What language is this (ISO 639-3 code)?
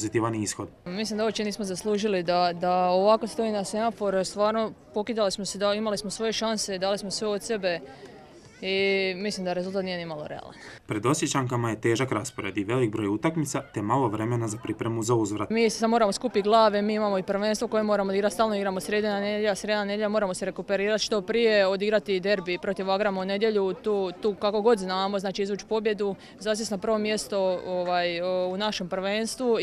hrv